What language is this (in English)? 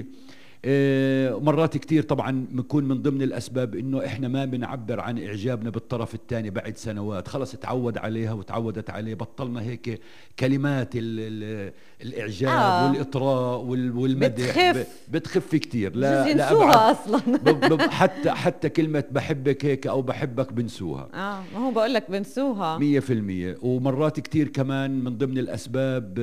North Levantine Arabic